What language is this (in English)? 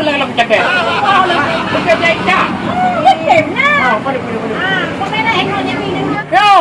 Achinese